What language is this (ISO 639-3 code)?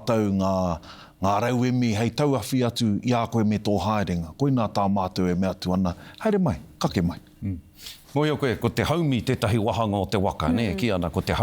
mri